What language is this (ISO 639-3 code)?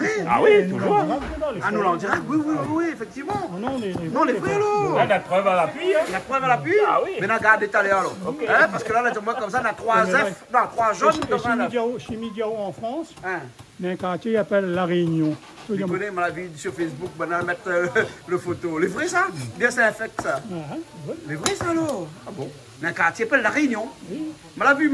rcf